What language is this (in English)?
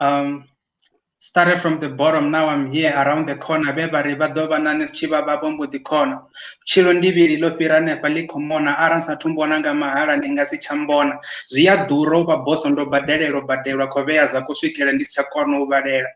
Venda